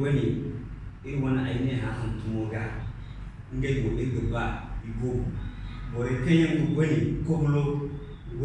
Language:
Zarma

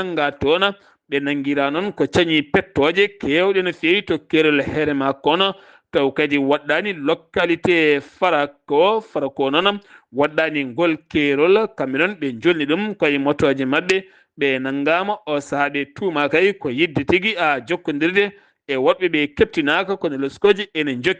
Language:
Fula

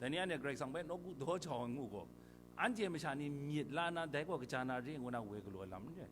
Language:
Kachin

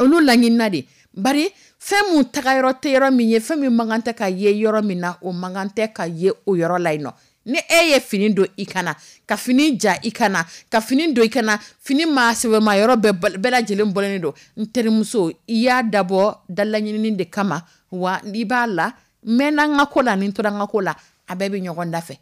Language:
Dyula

